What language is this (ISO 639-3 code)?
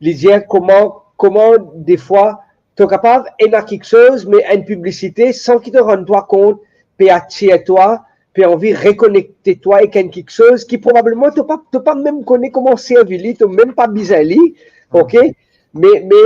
mfe